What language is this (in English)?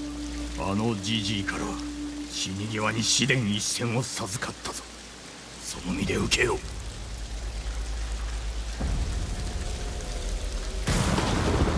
Japanese